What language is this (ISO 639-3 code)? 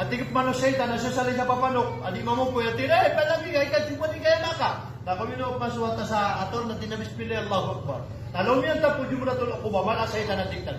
mrw